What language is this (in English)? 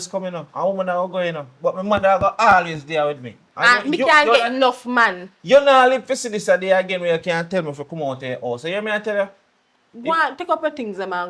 Jamaican Creole English